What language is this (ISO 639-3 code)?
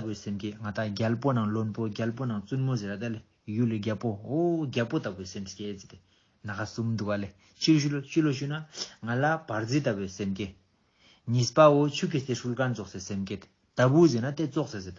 lbj